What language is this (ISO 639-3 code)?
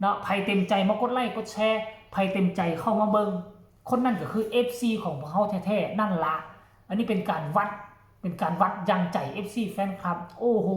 tts